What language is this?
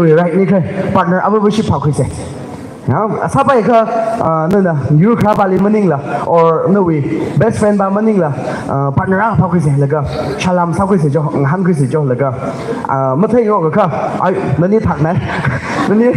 Tangkhul Naga (India)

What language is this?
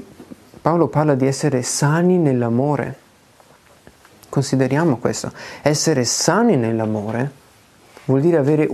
Italian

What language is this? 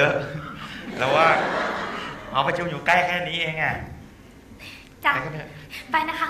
Thai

